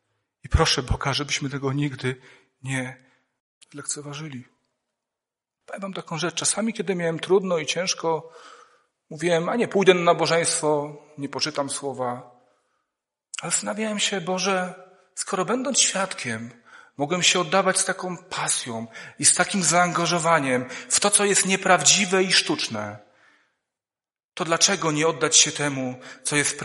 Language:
Polish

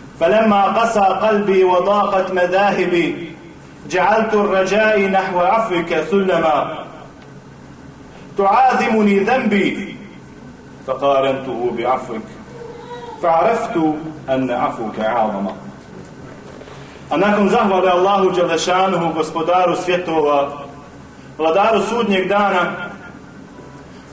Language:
Bosnian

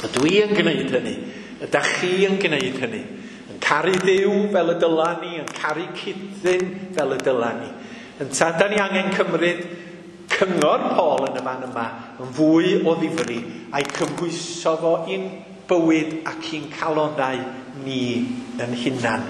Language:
Welsh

